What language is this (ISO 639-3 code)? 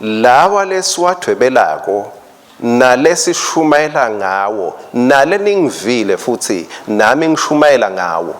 ssw